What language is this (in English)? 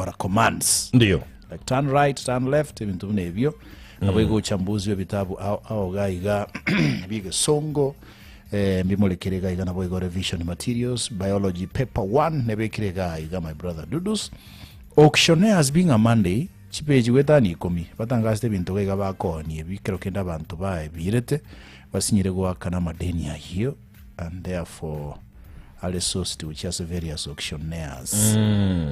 Gusii